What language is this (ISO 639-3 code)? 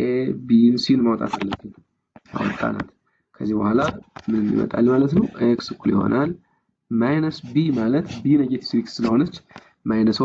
amh